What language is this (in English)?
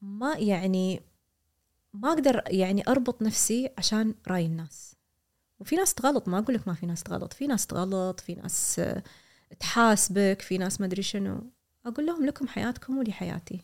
Gulf Arabic